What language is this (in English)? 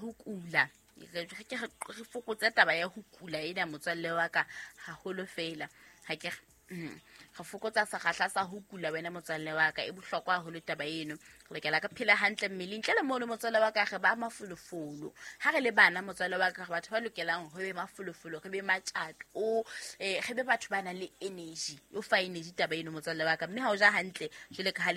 Southern Sotho